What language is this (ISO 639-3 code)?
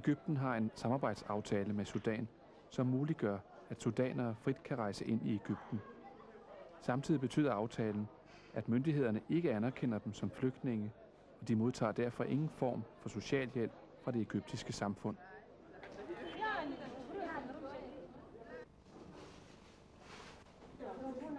dan